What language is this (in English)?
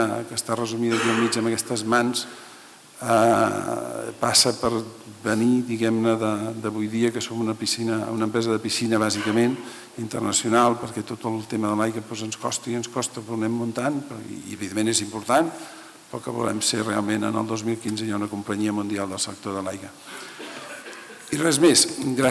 Catalan